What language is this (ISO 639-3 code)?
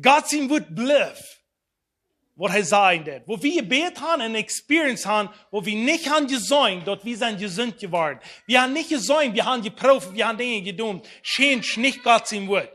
pdt